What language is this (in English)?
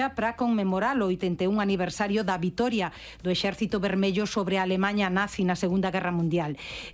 Galician